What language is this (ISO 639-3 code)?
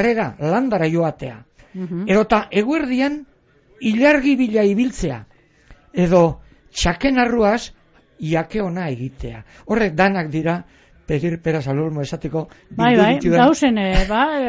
eus